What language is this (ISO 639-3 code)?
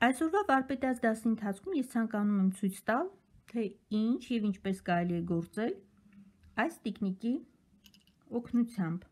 hye